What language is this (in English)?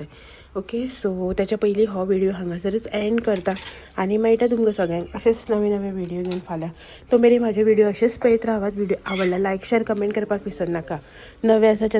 Konkani